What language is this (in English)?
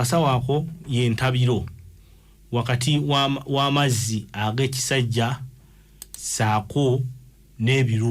Ganda